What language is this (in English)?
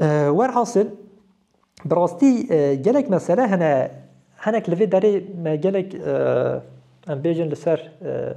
Kurdish